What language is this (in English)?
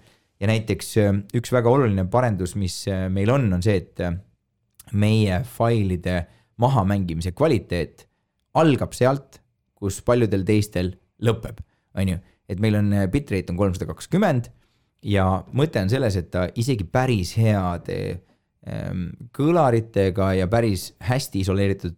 Estonian